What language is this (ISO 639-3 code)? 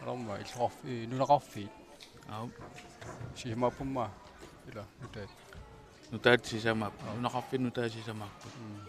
kal